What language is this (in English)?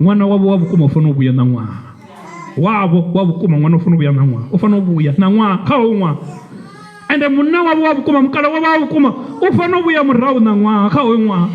Venda